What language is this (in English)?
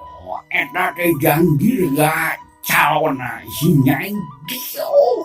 Sundanese